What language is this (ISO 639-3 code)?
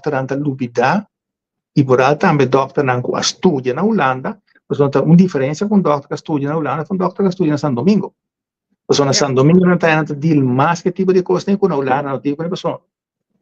pap